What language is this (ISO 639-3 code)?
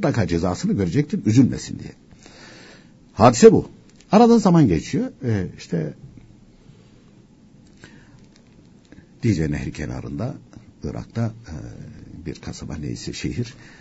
tur